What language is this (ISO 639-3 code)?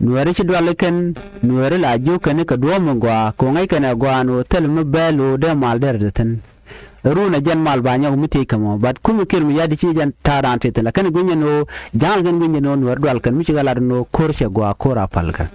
nus